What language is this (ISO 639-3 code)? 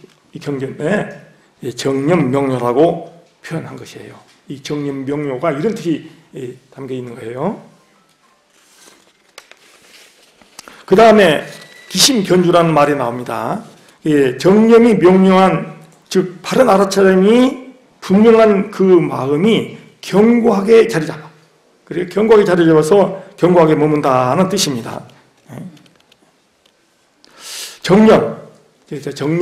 kor